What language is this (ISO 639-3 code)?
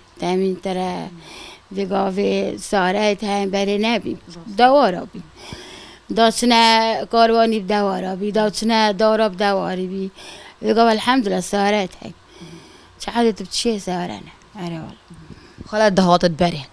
kur